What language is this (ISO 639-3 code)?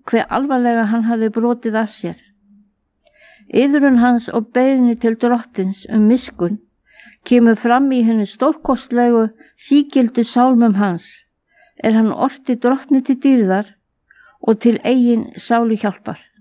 isl